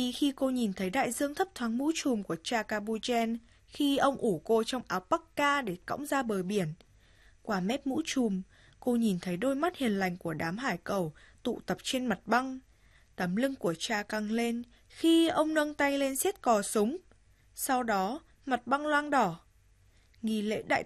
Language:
Vietnamese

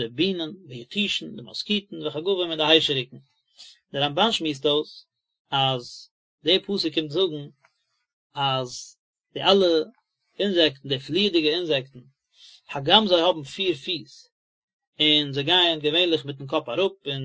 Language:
Yiddish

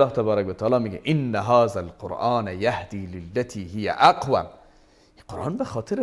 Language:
Persian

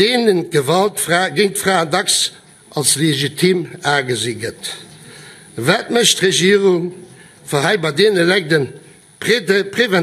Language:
Luxembourgish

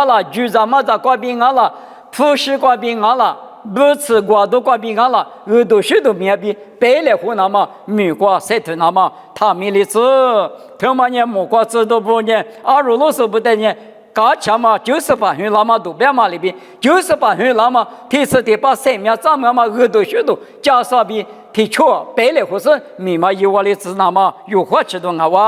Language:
Lisu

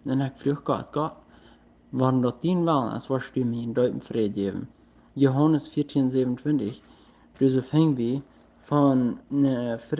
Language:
Plautdietsch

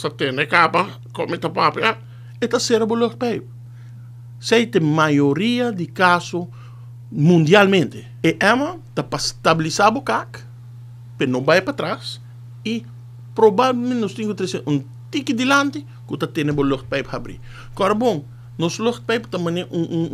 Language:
Papiamento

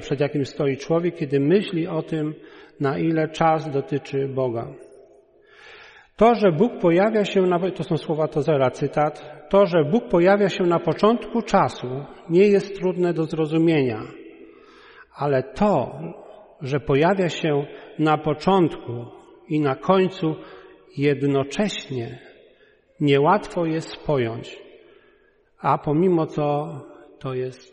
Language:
Polish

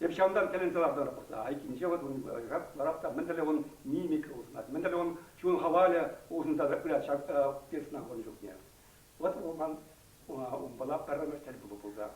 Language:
Chuvash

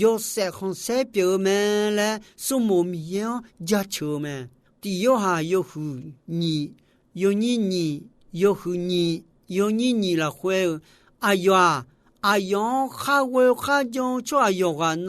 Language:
Akha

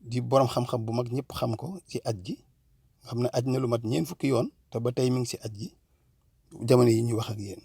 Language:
Wolof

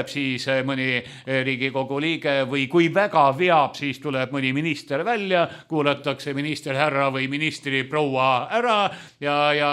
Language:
Estonian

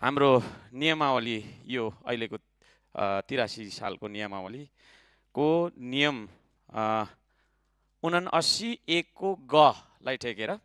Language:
Nepali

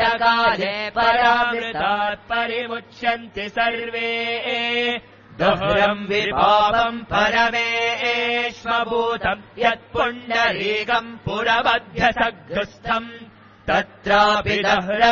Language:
Sanskrit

